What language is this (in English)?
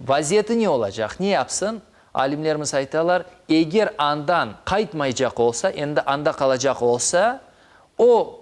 Crimean Tatar